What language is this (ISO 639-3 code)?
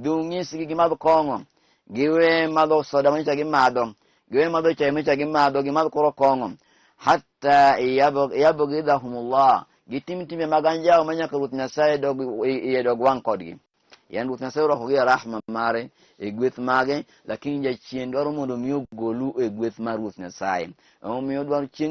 luo